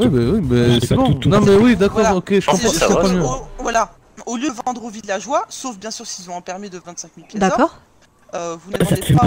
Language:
French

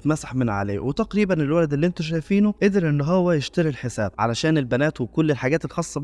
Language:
Egyptian Arabic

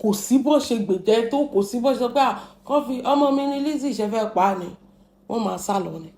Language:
Yoruba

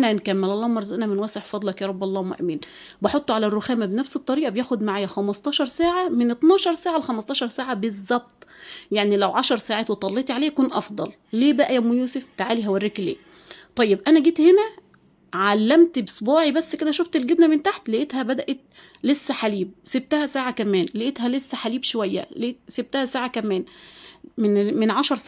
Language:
Egyptian Arabic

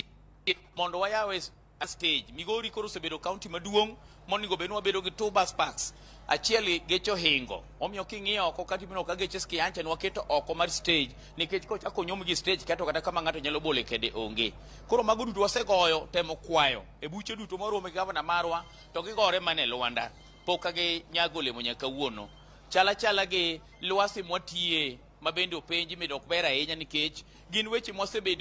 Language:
Luo (Kenya and Tanzania)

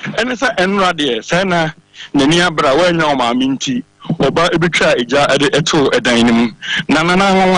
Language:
Akan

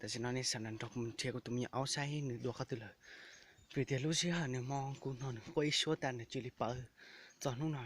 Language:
Hmong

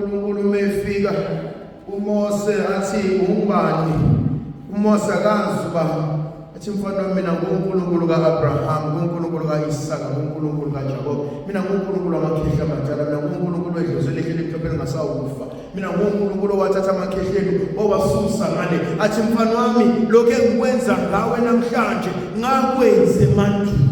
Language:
Zulu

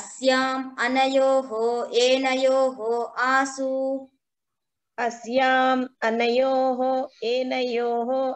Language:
Sanskrit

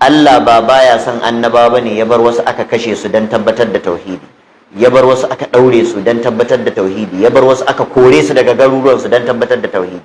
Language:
Hausa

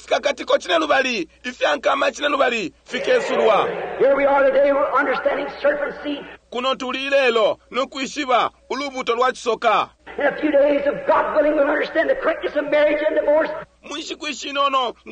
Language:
Bemba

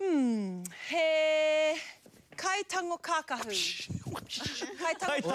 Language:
Māori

